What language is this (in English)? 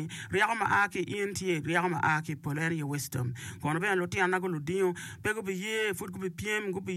Acoli